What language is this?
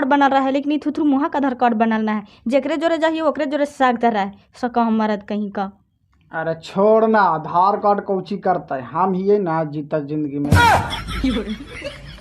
Magahi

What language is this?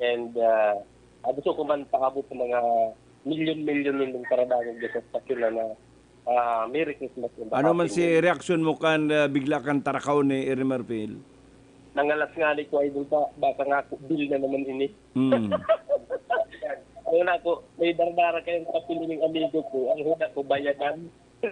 Bikol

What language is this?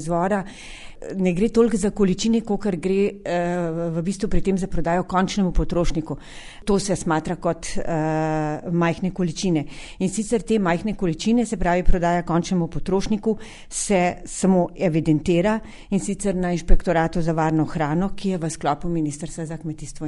Slovenian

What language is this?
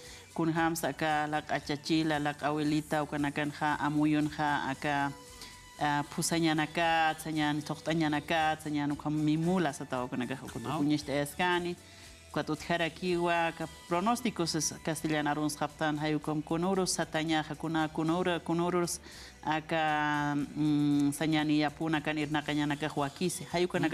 Aymara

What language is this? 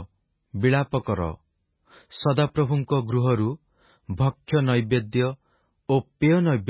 Odia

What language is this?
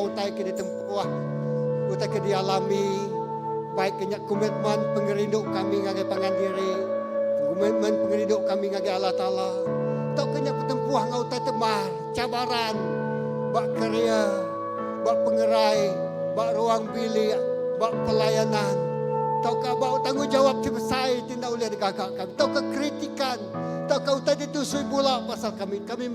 Iban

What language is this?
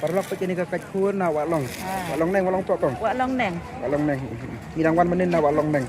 Khasi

